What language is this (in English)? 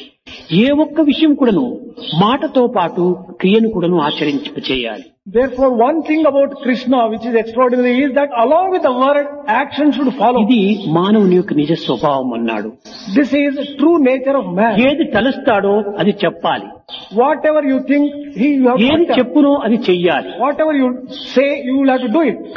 Telugu